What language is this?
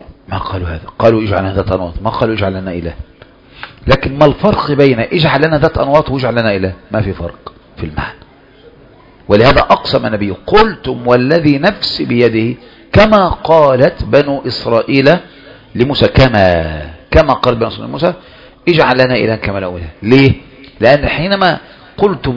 Arabic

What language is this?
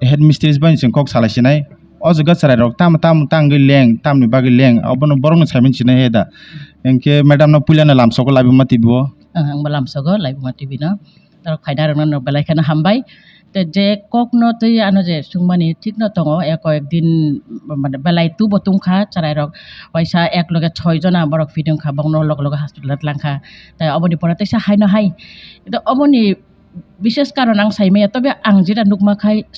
Kok Borok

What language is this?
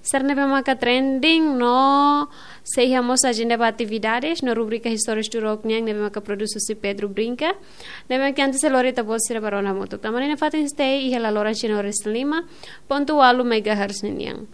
Tetum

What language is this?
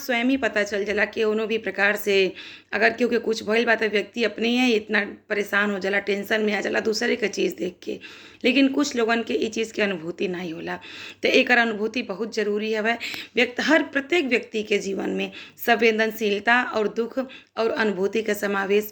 Bhojpuri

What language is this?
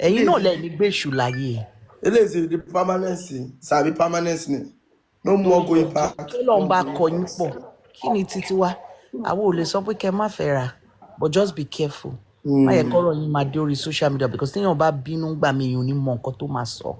Yoruba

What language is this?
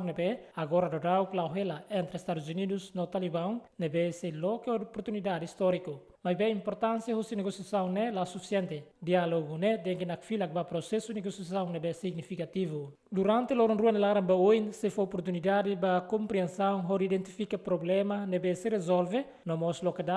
Tetum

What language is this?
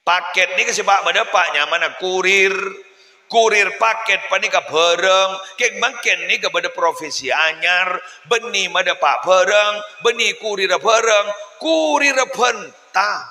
Madurese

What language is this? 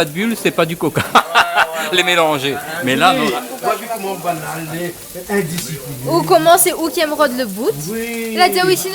Réunion Creole French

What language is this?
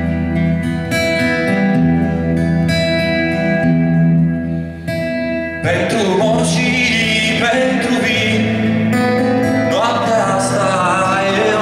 Romanian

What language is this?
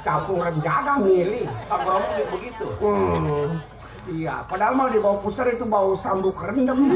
Betawi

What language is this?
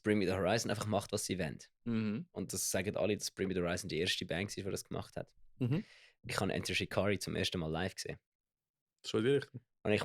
Swiss German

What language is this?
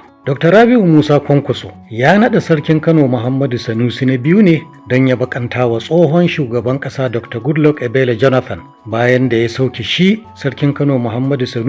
Hausa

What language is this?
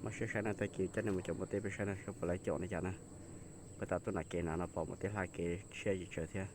Hmong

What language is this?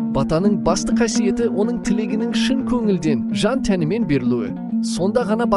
Kazakh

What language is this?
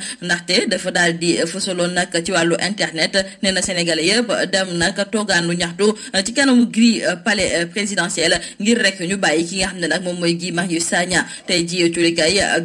Wolof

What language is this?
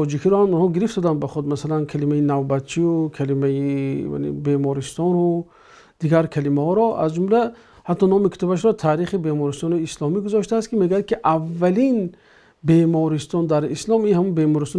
Tajik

